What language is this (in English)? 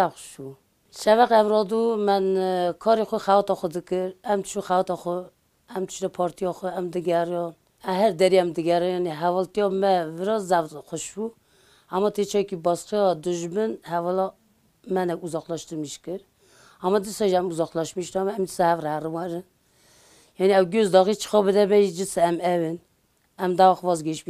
Kurdish